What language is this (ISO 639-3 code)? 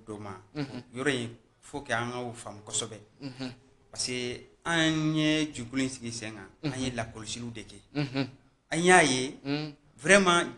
bam